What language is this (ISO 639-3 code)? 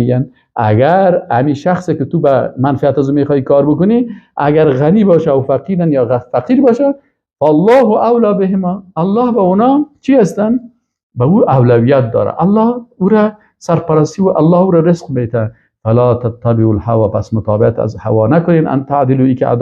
fas